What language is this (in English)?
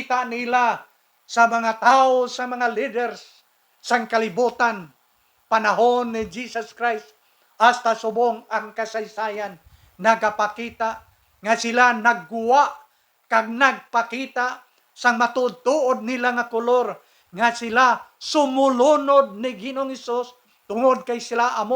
Hiligaynon